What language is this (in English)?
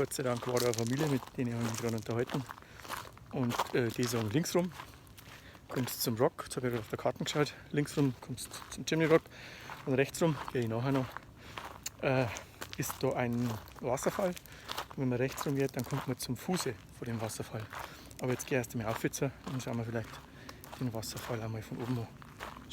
Bavarian